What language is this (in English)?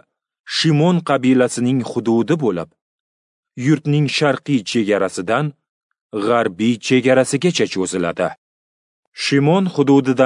Uzbek